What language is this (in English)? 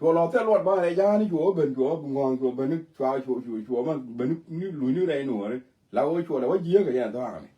Nuer